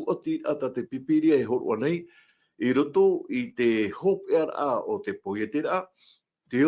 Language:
Tahitian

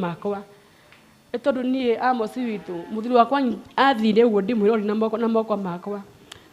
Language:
Kikuyu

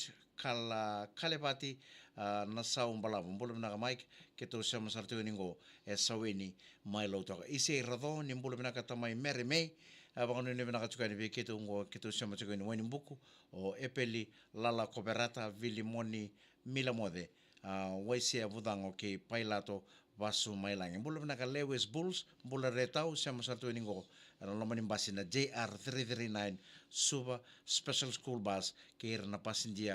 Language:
Fijian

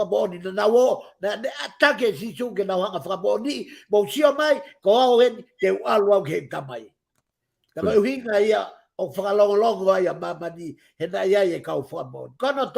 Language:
Tongan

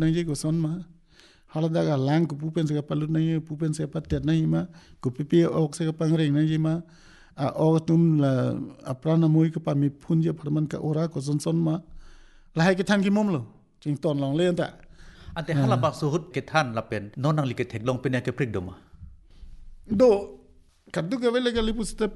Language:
Karbi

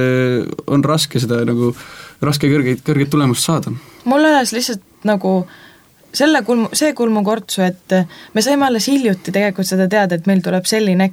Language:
Estonian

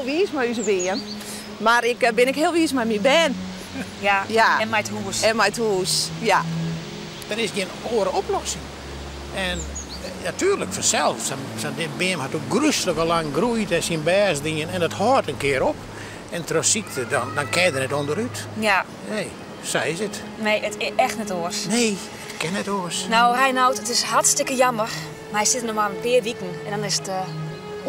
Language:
Western Frisian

